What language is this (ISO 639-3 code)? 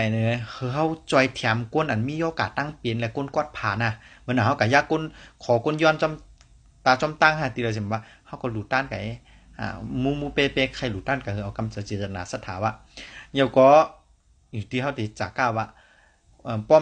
shn